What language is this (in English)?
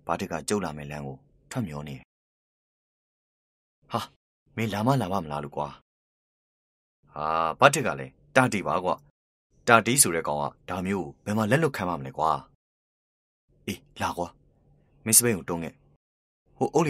Burmese